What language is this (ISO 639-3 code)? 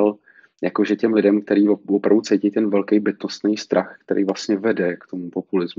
ces